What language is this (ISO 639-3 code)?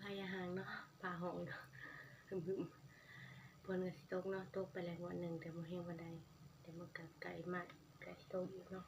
tts